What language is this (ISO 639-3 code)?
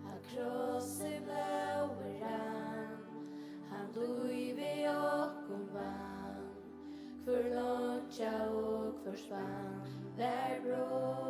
fao